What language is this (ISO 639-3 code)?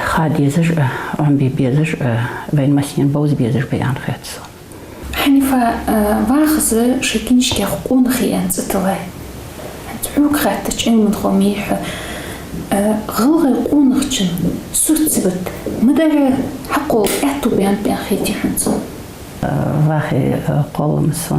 inh